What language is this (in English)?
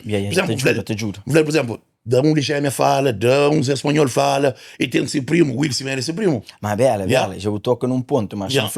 Kabuverdianu